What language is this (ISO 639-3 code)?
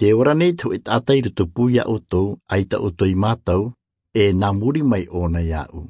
tah